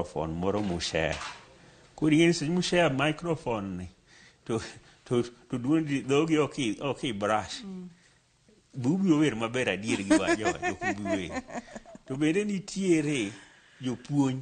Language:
Luo (Kenya and Tanzania)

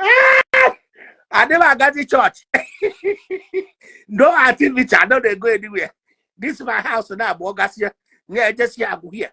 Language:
Igbo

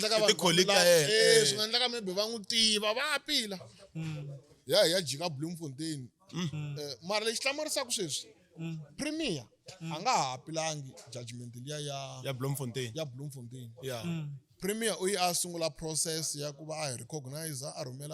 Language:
Tsonga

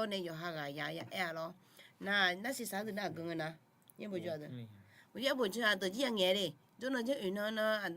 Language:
Akha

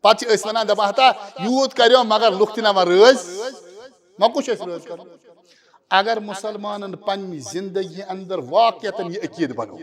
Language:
Kashmiri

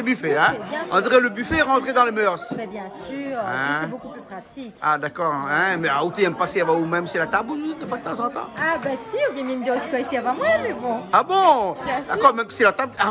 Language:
Réunion Creole French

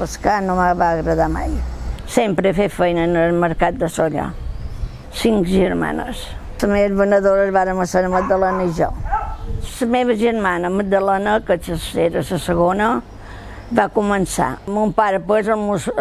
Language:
Catalan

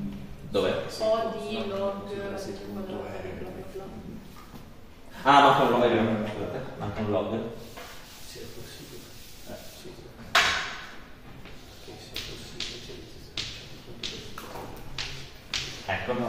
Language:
Italian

